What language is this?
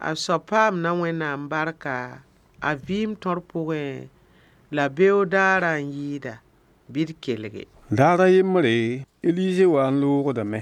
Mossi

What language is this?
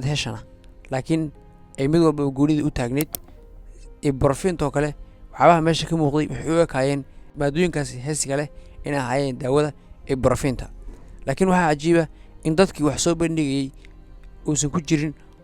Somali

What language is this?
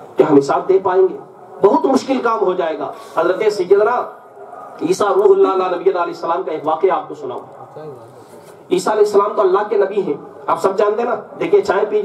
Urdu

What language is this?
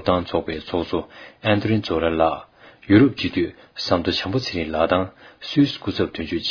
Tibetan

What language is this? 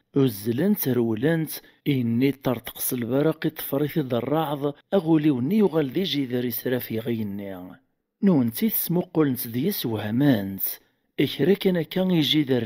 Kabyle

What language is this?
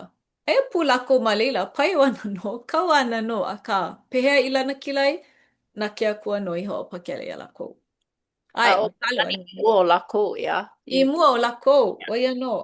Hawaiian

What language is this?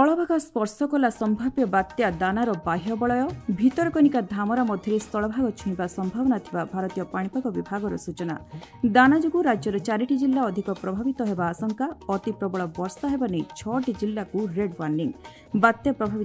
Odia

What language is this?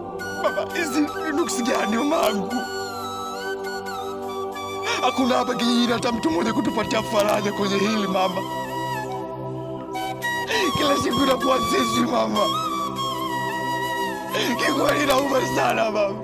Swahili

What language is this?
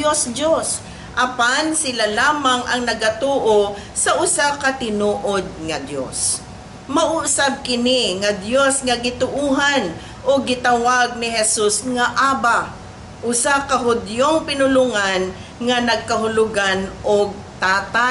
Cebuano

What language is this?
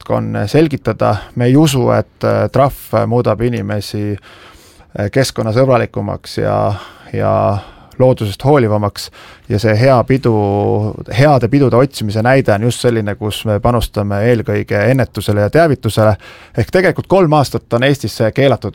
Estonian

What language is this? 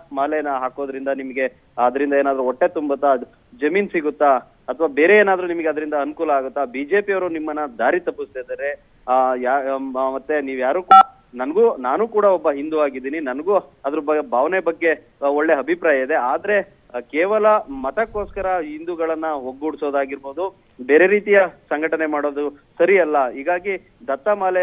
Kannada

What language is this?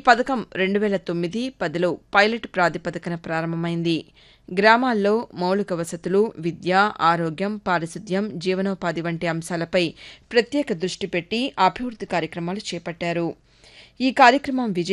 Telugu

